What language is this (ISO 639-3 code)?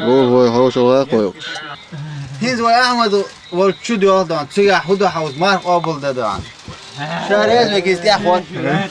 che